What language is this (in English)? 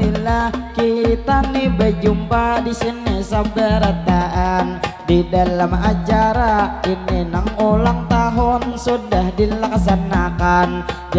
Banjar